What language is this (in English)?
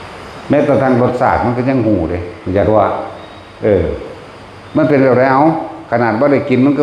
Northeastern Thai